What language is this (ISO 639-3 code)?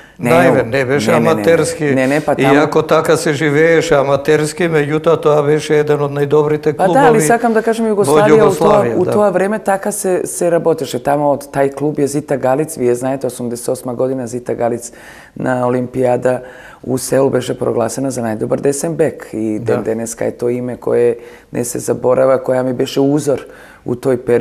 mkd